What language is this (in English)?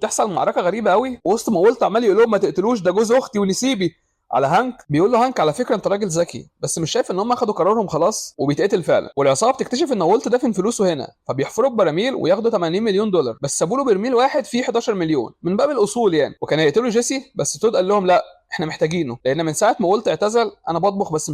Egyptian Arabic